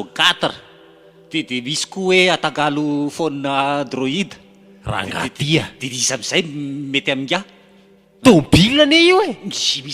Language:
Malagasy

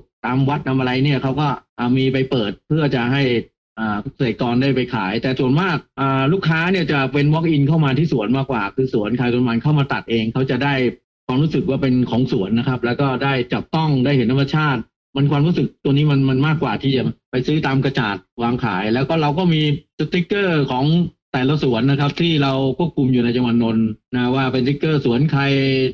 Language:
Thai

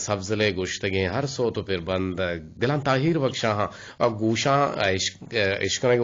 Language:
Eastern Balochi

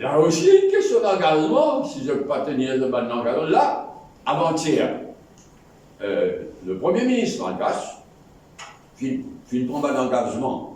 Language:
Morisyen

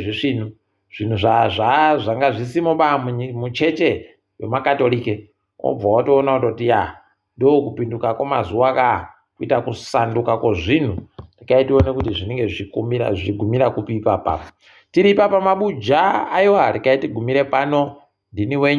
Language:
Ndau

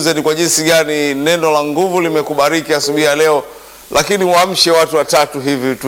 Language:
Swahili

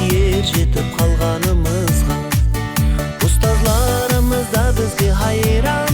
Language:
Kara-Kalpak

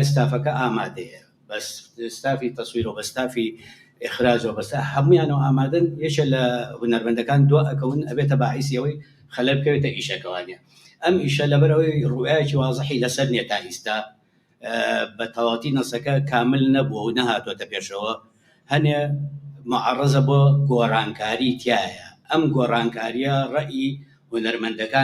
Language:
Central Kurdish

